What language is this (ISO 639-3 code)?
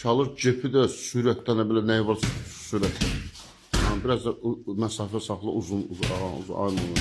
aze